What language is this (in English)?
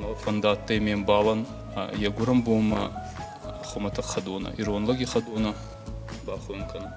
Ossetic